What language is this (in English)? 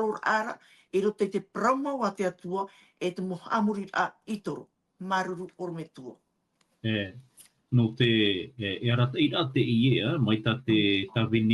Tahitian